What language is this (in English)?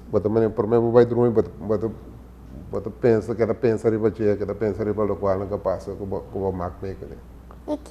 Papiamento